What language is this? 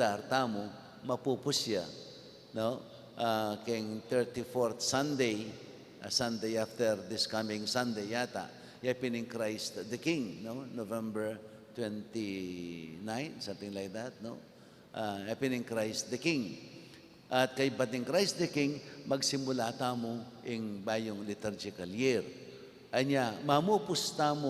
Pampanga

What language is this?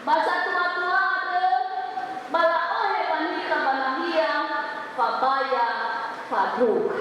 Nias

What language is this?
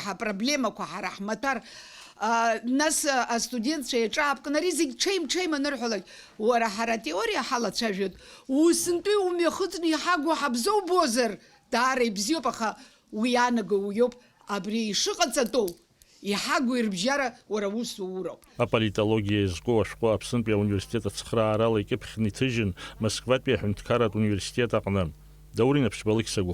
Abkhazian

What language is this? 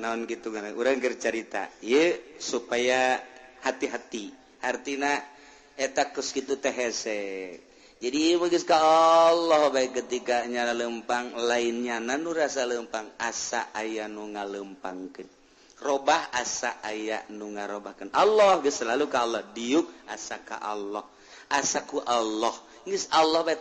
Sundanese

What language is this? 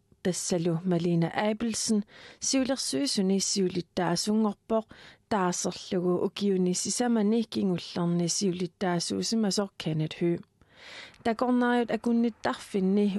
Kalaallisut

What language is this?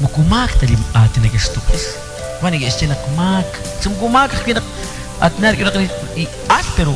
Kekchí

